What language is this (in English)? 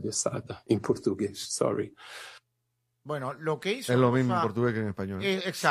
Spanish